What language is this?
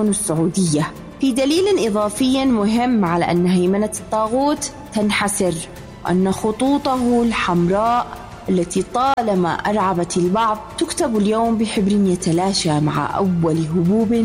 Arabic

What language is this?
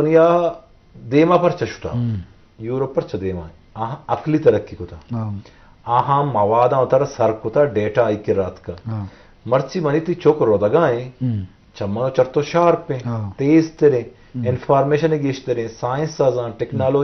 Eastern Balochi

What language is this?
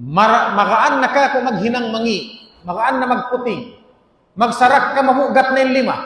Tausug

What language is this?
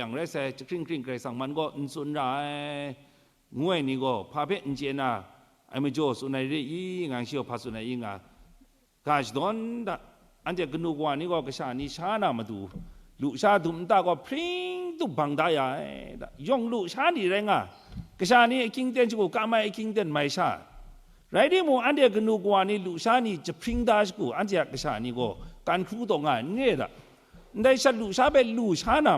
Kachin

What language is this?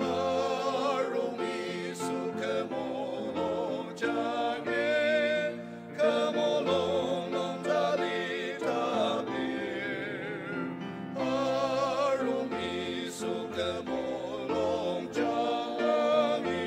Ao Naga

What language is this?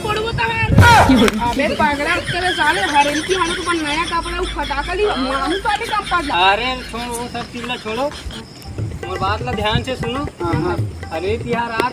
Chhattisgarhi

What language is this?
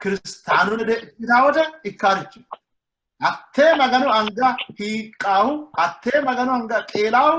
Sidamo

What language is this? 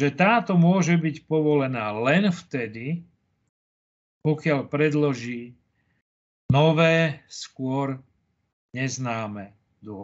Slovak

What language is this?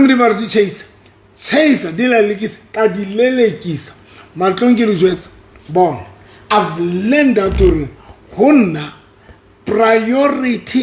Southern Sotho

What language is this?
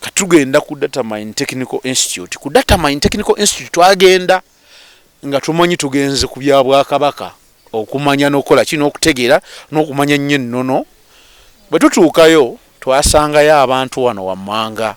Ganda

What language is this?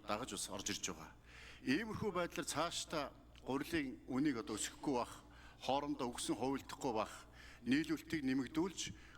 Mongolian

